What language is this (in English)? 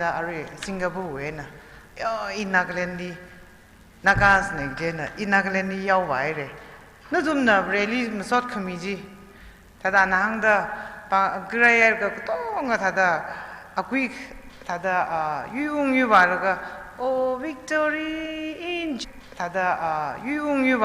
Tangkhul Naga (India)